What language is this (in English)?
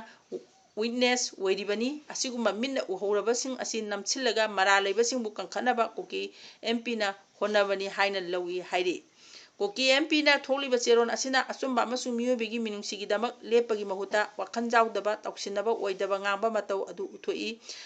Manipuri